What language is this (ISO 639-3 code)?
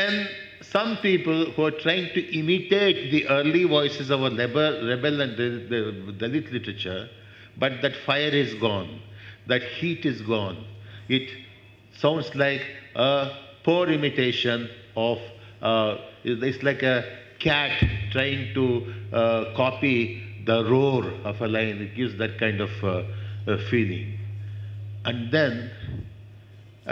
eng